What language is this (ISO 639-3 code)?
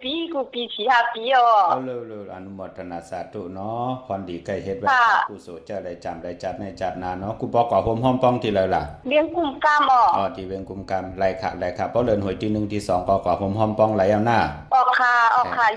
shn